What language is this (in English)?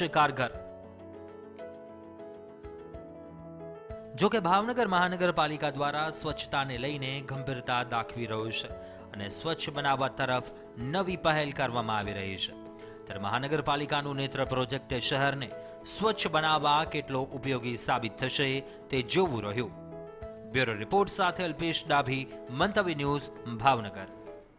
Gujarati